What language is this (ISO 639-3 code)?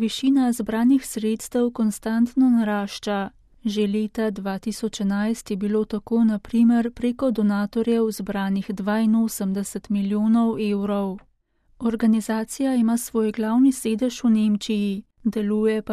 slv